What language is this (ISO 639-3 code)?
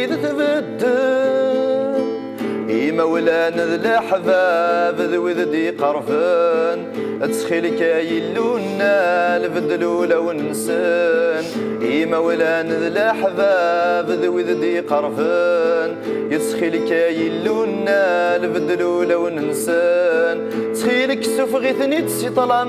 kab